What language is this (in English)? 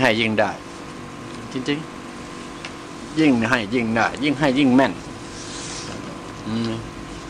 Thai